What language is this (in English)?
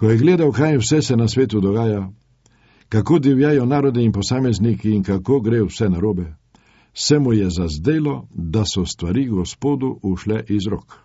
Slovenian